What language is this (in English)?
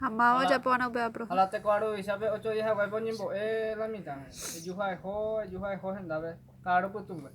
Guarani